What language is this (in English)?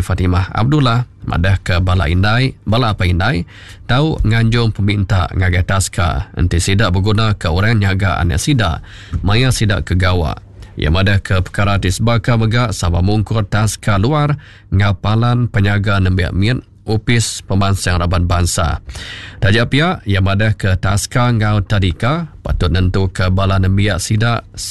Iban